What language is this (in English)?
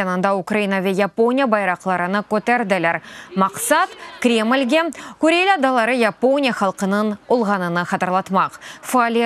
Crimean Tatar